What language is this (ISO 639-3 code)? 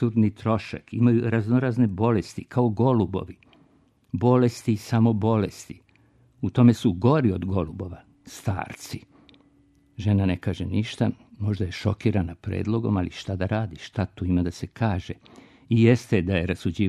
srp